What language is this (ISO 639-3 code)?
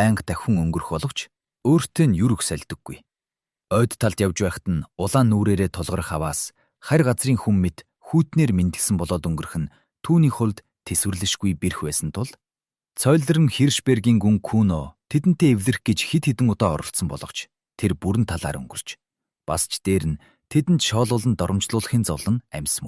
mon